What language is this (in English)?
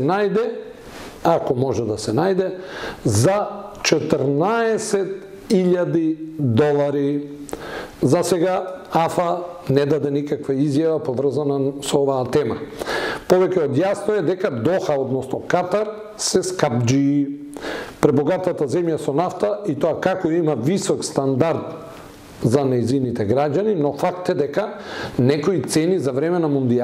Macedonian